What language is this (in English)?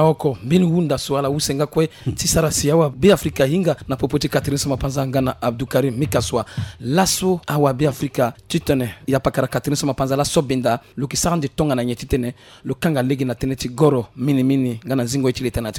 Sango